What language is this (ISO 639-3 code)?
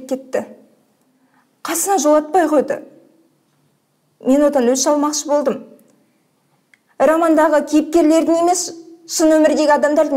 kaz